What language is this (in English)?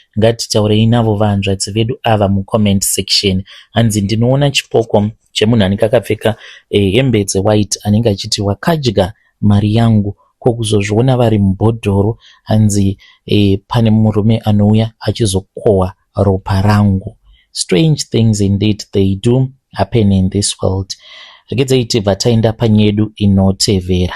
Shona